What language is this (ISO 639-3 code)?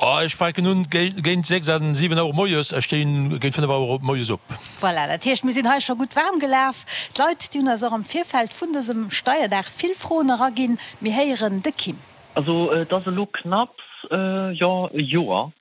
ltz